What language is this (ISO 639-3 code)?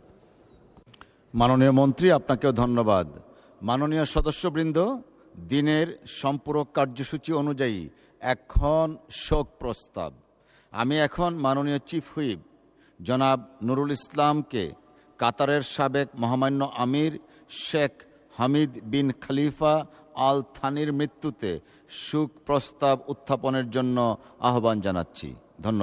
ben